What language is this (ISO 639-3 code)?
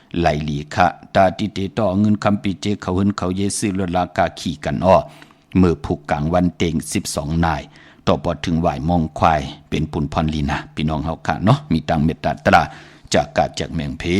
shn